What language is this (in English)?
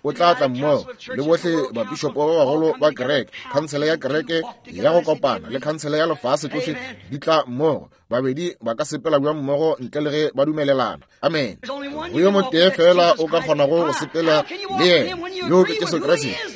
Northern Sotho